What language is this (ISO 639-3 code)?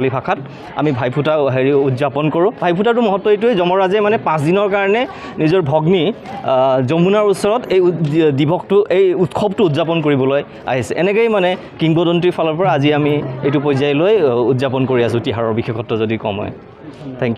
asm